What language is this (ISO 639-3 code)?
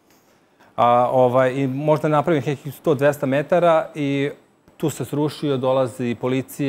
srp